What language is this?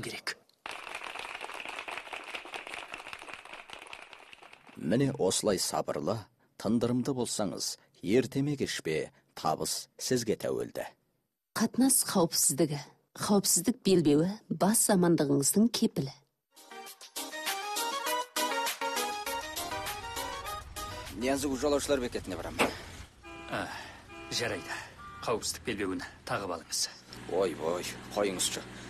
Kazakh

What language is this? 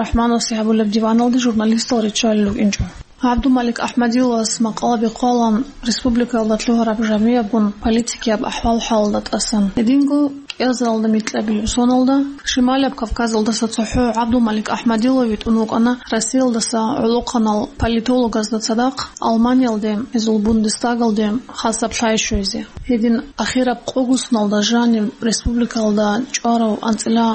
Avaric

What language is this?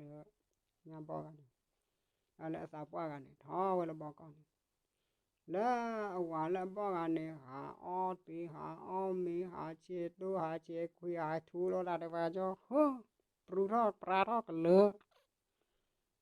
S'gaw Karen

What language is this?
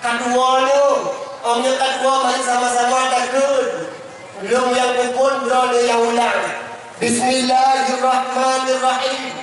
Achinese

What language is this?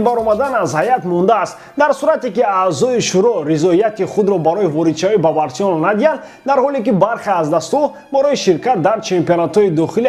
Tajik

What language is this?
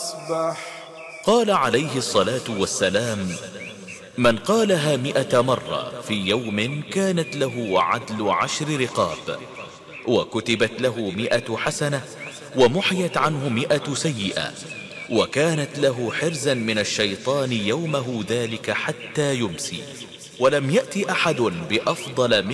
Arabic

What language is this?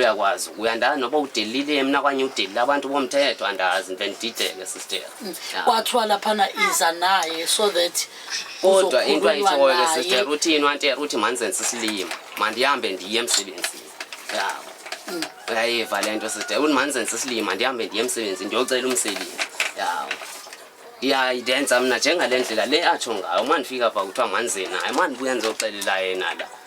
Zulu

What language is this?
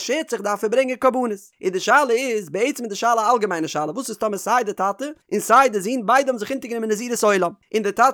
Yiddish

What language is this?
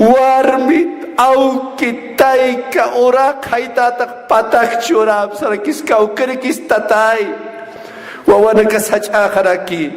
Aymara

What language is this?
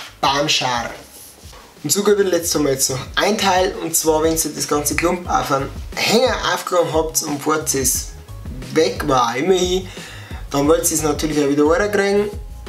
Bavarian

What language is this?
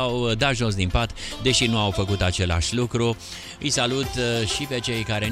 Romanian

